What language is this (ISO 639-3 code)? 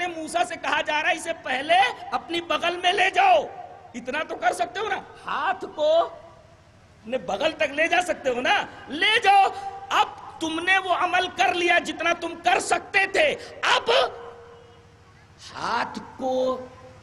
urd